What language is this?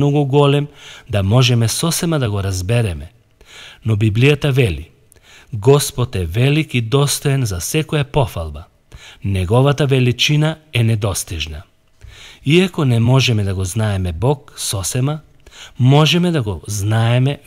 Macedonian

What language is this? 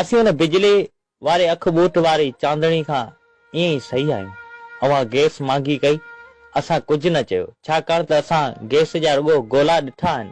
Sindhi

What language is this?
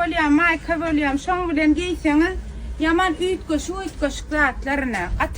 Turkmen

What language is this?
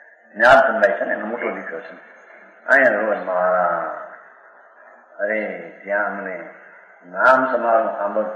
Gujarati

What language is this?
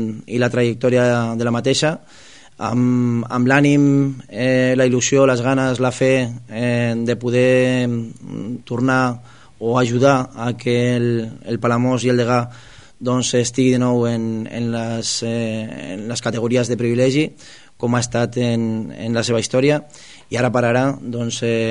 Catalan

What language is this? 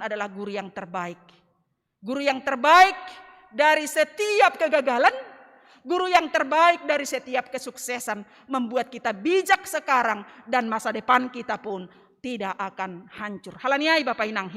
Batak Simalungun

